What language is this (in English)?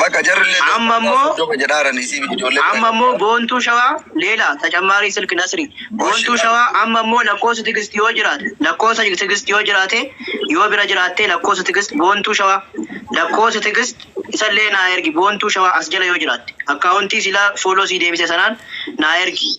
Oromo